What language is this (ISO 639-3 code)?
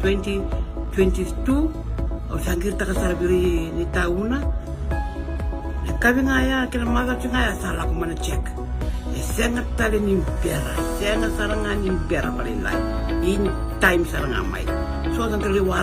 fij